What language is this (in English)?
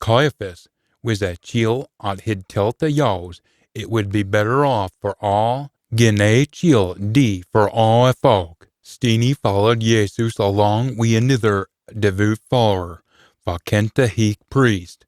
Scots